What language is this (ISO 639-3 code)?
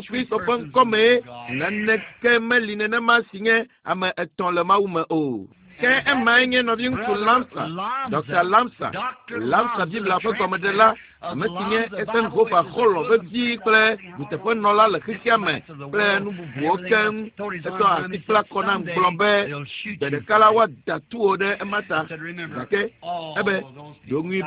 ewe